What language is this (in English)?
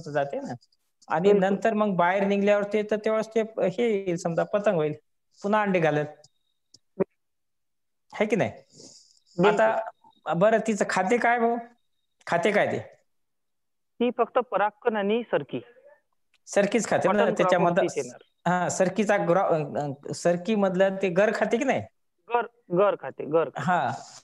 Marathi